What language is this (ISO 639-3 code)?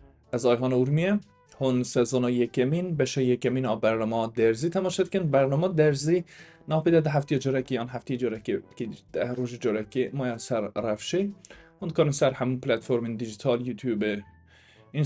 kur